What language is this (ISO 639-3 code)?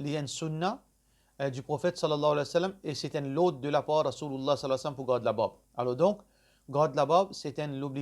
mfe